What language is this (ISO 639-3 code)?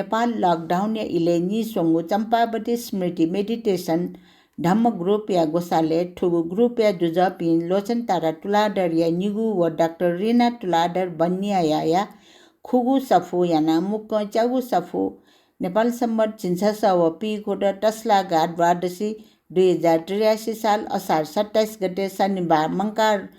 new